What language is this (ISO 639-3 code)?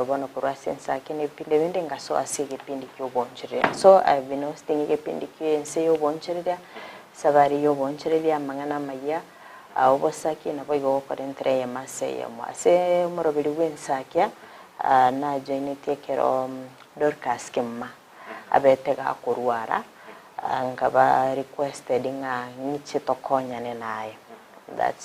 guz